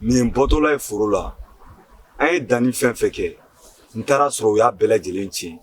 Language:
Bambara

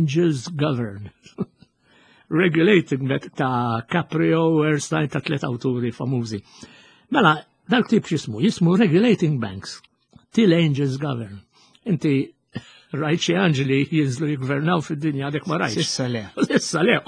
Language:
Maltese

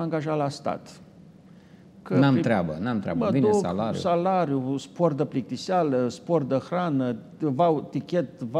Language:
Romanian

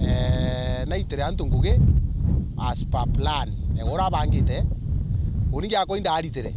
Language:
Meru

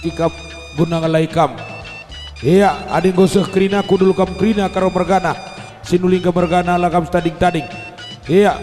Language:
Batak Karo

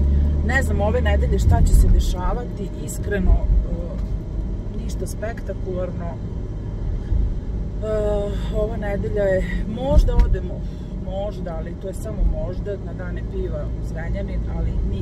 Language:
Serbian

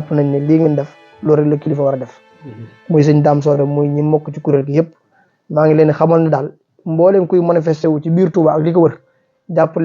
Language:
Wolof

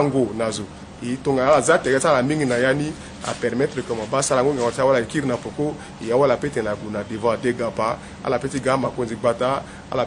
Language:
Sango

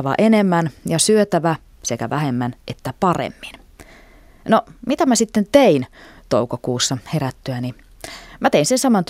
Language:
Finnish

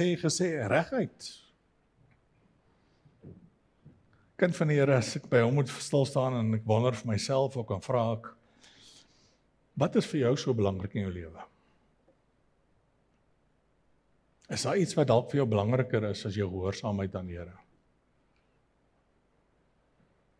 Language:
Afrikaans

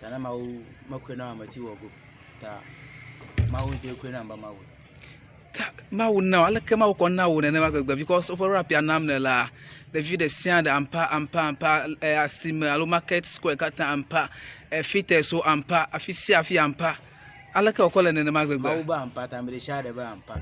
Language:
Ewe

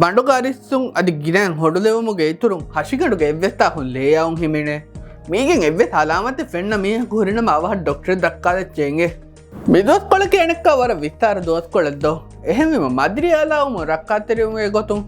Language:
Divehi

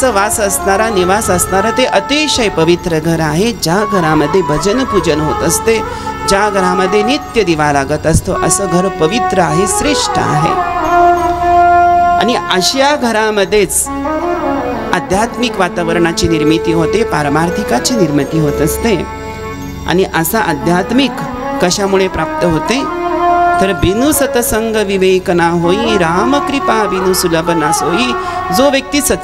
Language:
Marathi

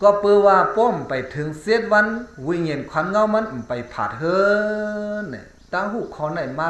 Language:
Shan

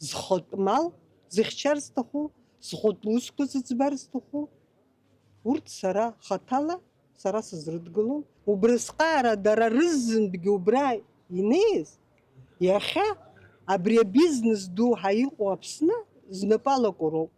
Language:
Abkhazian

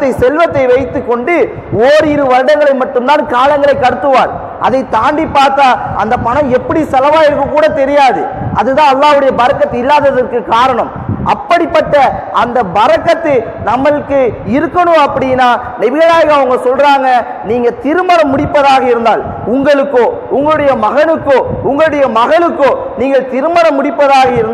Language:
Tamil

